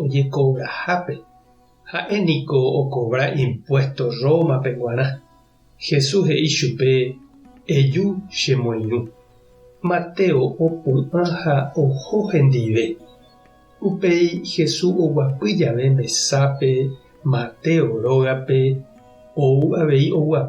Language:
Guarani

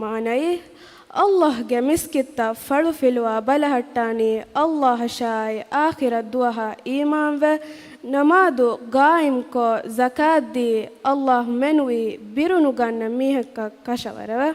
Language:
Divehi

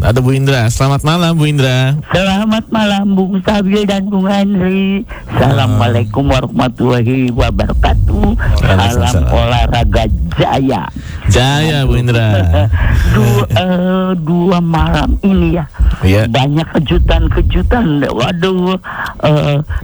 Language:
Indonesian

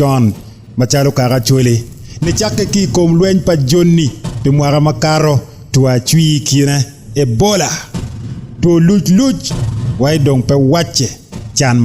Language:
Acoli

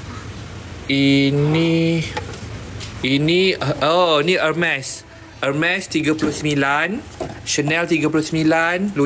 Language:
Malay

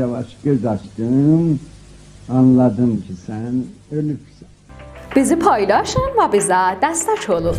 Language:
South Azerbaijani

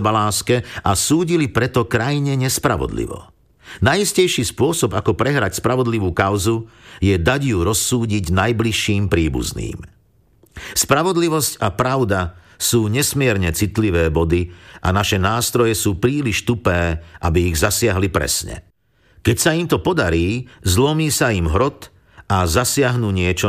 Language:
Slovak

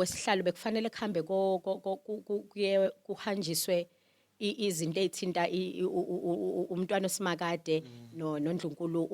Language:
Zulu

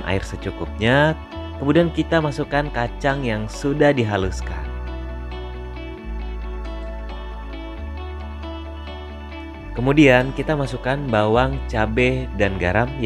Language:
Indonesian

